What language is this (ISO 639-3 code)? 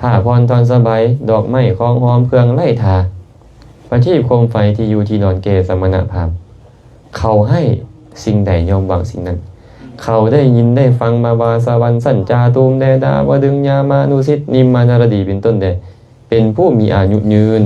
lao